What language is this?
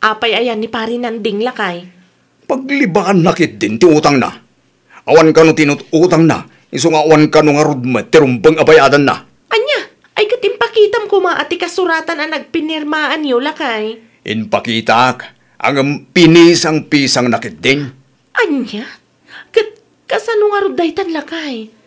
Iloko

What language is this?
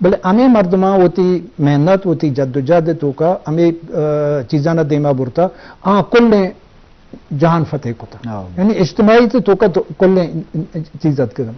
Eastern Balochi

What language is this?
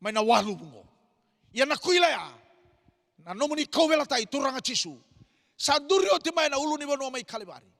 Fijian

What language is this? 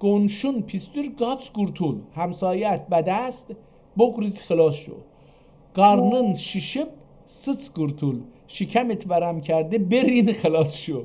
South Azerbaijani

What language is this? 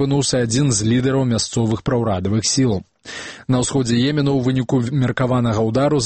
Belarusian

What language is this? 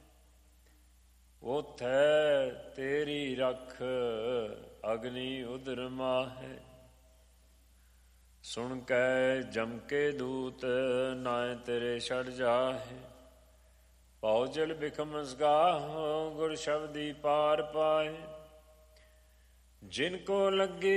Punjabi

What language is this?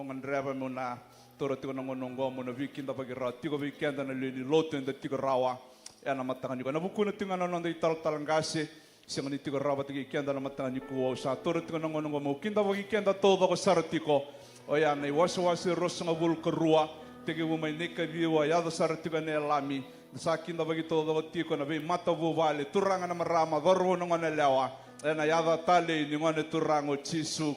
Fijian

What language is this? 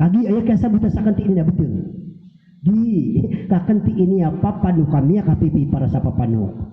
Maranao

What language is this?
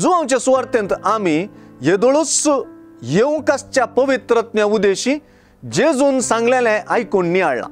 Konkani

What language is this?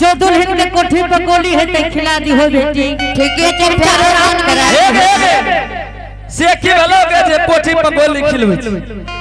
Angika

